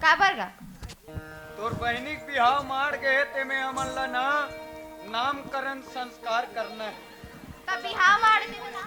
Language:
Chhattisgarhi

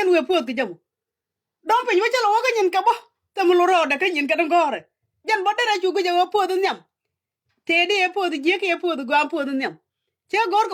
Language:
Nuer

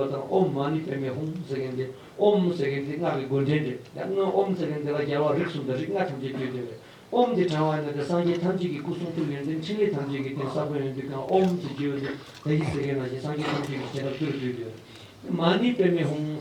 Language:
Tibetan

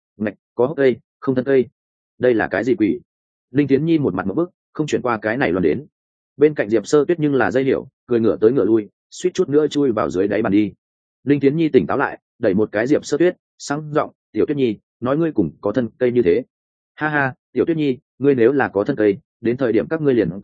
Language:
Vietnamese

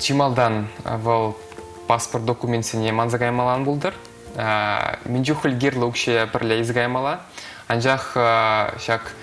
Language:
Chuvash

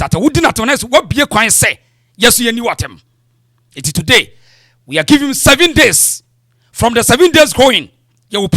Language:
Akan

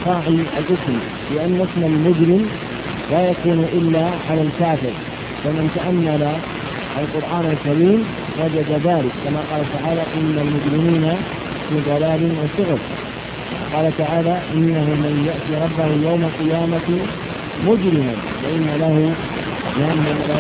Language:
Arabic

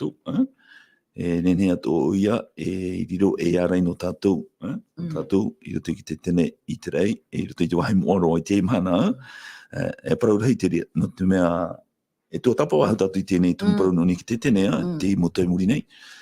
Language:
Tahitian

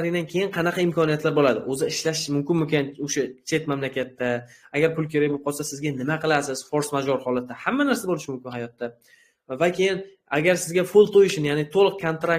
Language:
Uzbek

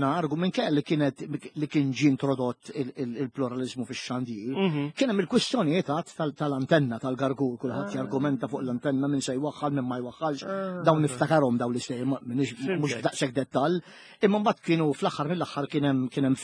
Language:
Maltese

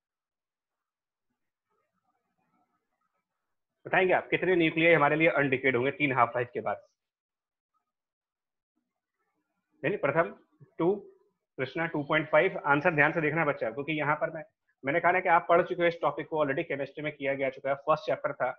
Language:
Hindi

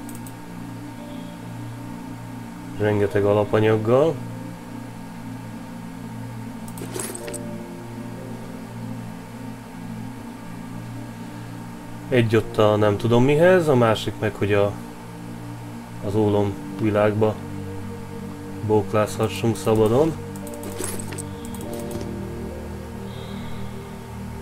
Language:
Hungarian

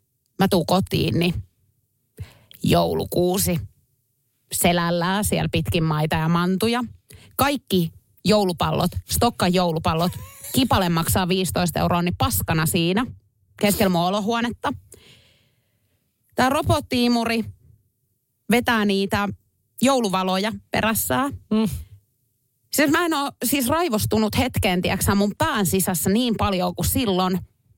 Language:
Finnish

